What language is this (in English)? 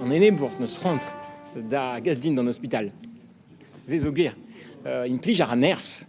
Breton